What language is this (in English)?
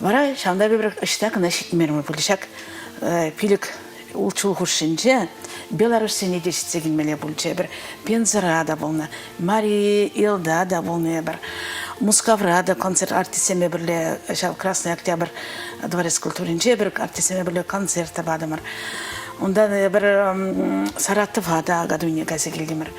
Chuvash